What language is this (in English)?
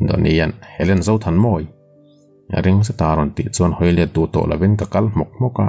Mizo